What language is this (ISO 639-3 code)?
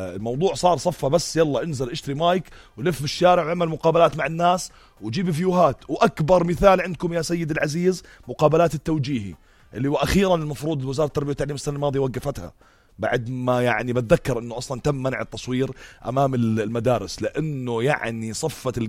apc